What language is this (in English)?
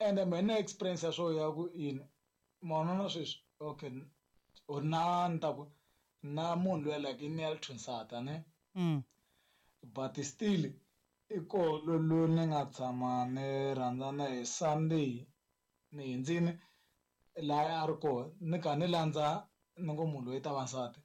Tsonga